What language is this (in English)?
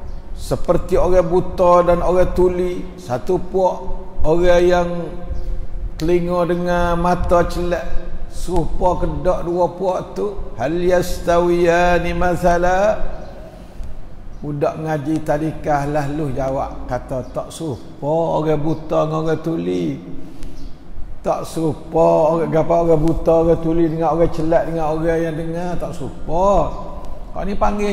Malay